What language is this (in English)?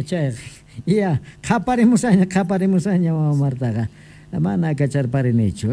South Bolivian Quechua